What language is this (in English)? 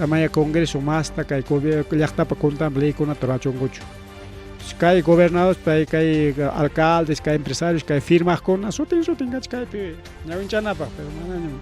Ayacucho Quechua